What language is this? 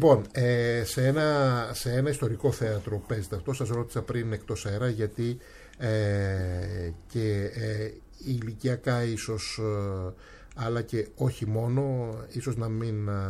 Greek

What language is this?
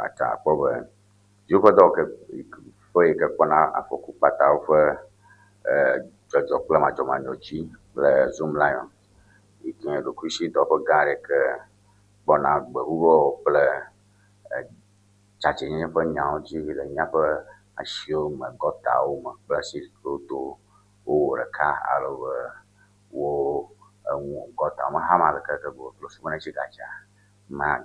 Ewe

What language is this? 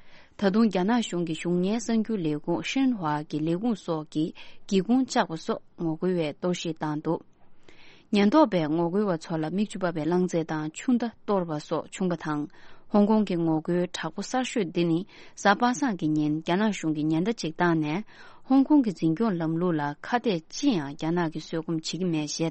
Tibetan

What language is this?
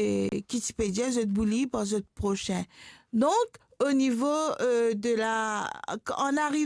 Morisyen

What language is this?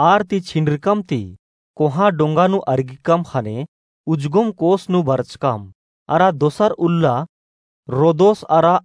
Kurukh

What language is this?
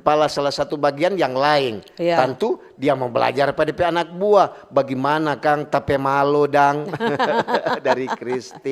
Manado Malay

